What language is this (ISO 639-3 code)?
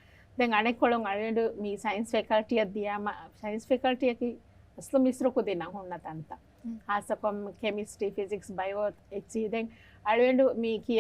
div